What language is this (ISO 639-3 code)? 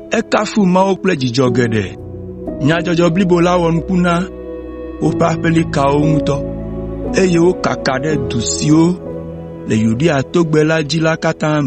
ewe